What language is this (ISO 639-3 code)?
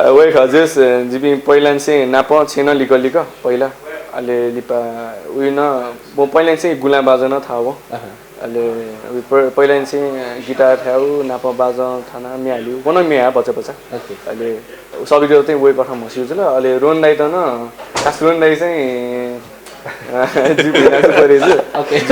new